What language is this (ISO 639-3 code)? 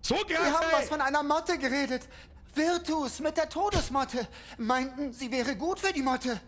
bar